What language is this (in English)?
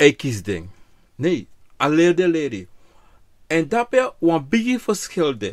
Sranan Tongo